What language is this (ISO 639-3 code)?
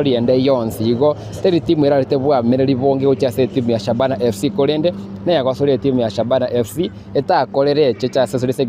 guz